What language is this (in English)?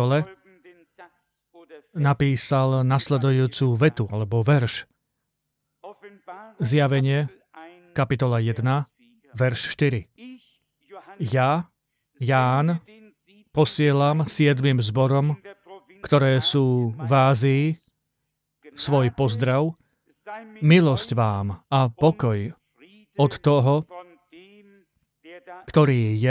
Slovak